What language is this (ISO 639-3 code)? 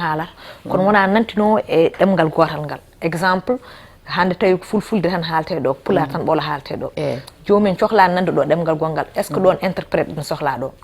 ful